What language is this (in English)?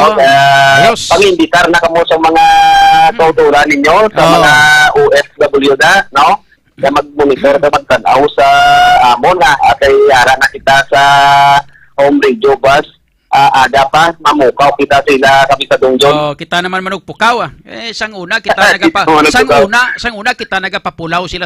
Hiligaynon